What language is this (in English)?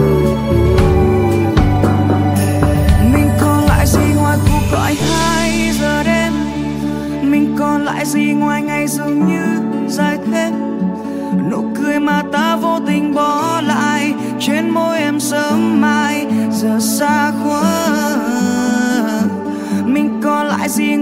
Vietnamese